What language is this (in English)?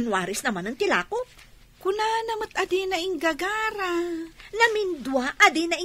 Iloko